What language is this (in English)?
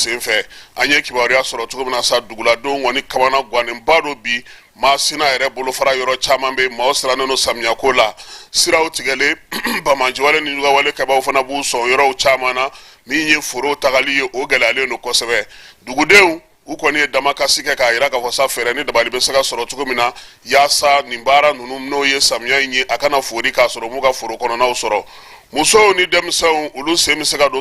Bambara